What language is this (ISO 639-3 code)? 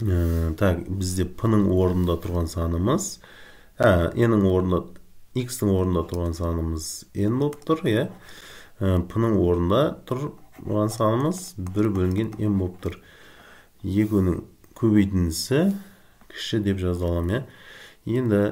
kaz